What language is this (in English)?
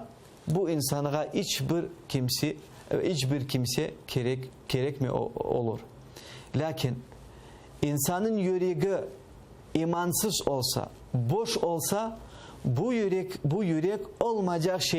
Crimean Tatar